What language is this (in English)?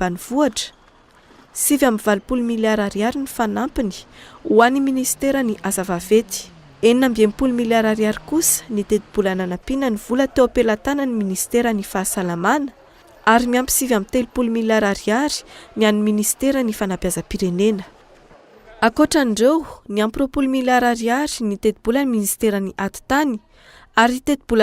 Malagasy